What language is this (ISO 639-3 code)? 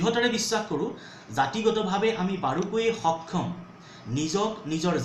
asm